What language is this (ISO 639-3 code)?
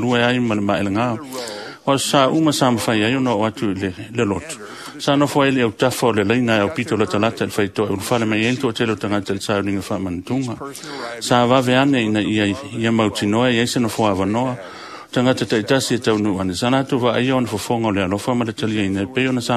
smo